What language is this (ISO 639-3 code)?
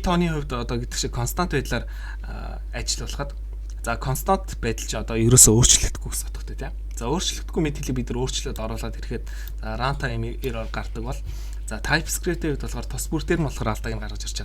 mon